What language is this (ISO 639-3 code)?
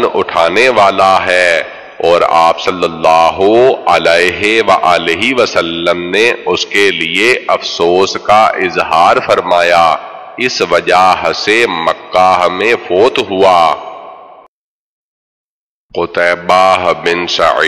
urd